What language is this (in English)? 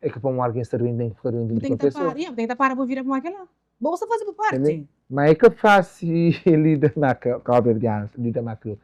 Kabuverdianu